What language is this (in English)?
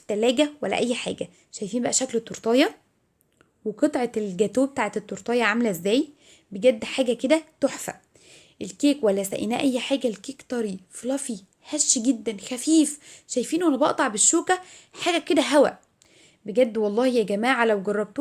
Egyptian Arabic